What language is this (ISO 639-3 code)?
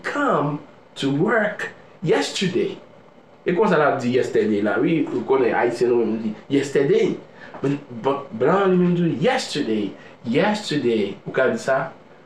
hat